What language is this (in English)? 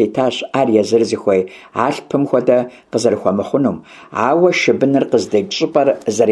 Kabardian